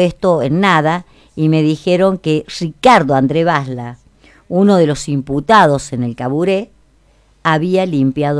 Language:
Spanish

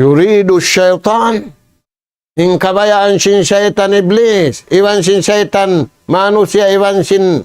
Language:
Tausug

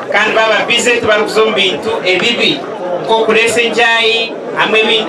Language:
Nyankole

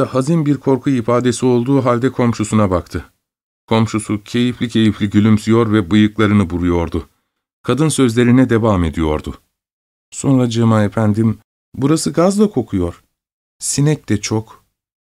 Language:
Turkish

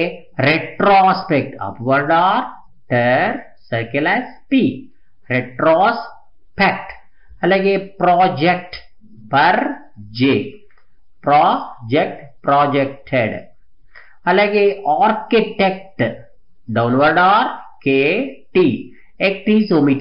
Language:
Telugu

